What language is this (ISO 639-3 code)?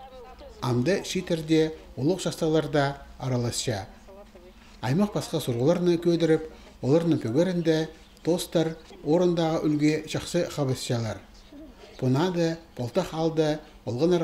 kjh